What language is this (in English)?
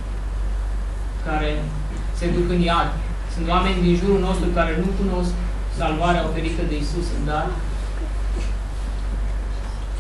Romanian